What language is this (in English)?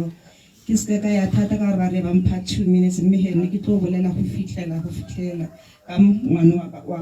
Tswana